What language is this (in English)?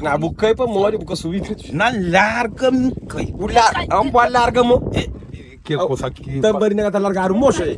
Kabuverdianu